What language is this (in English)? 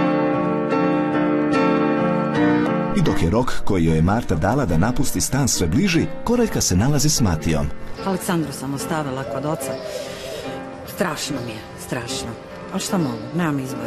Croatian